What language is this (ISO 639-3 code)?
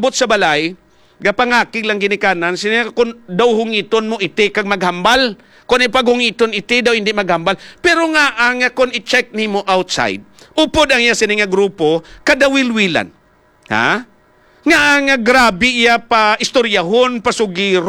hil